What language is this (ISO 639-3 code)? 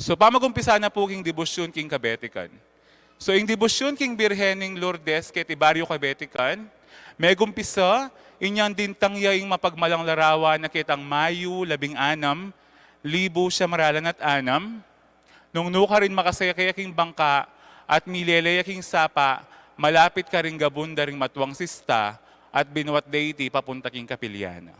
pam